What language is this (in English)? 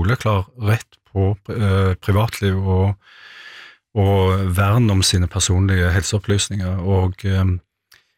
Norwegian